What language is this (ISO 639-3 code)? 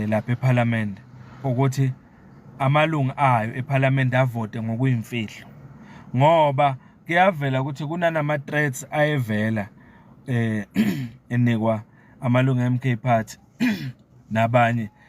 zul